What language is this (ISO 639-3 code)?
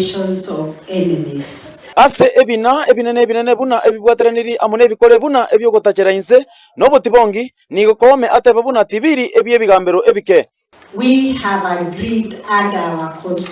guz